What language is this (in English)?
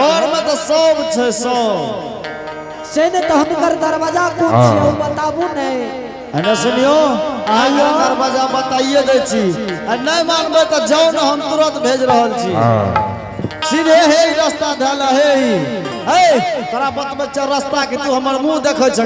Angika